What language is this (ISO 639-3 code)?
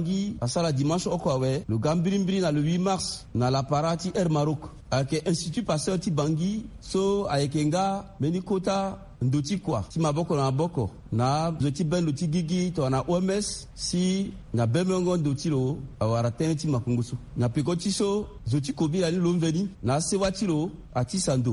sag